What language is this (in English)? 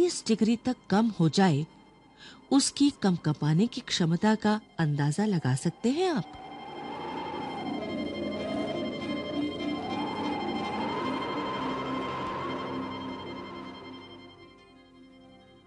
Hindi